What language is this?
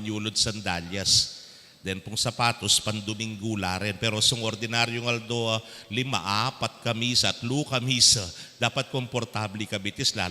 Pampanga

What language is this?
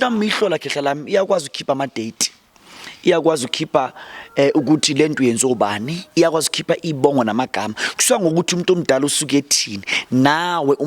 Zulu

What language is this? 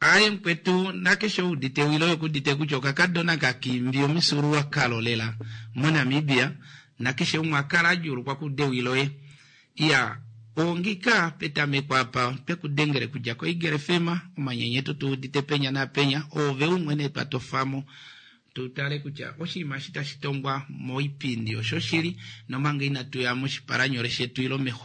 Kuanyama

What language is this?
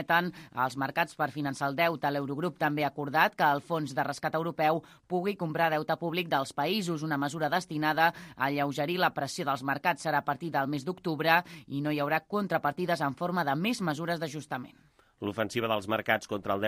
Catalan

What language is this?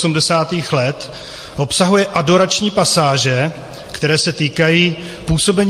Czech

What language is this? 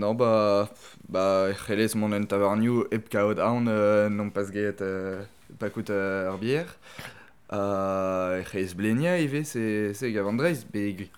Breton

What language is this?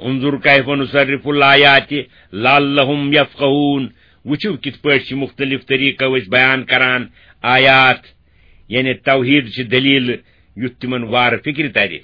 Kashmiri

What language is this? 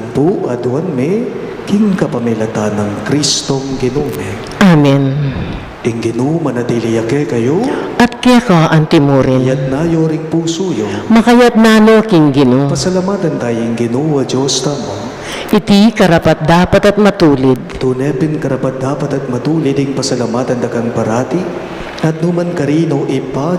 Pampanga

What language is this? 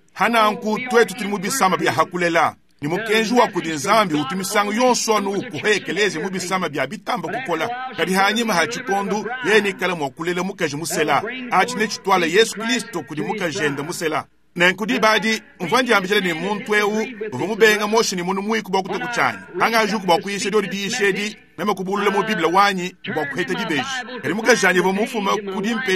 Luba-Lulua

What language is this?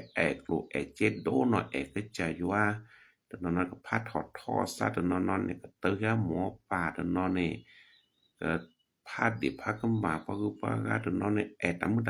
S'gaw Karen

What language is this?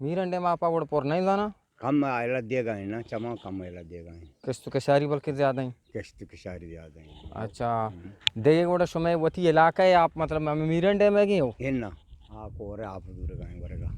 Eastern Balochi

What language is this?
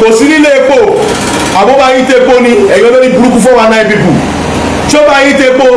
Yoruba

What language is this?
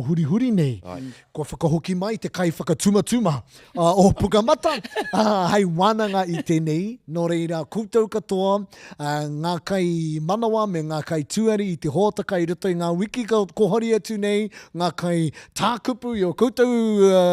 Māori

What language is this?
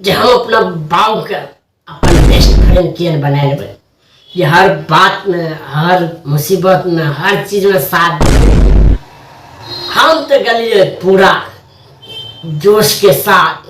Maithili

